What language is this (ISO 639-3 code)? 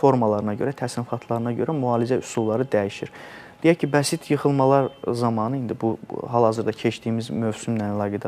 aze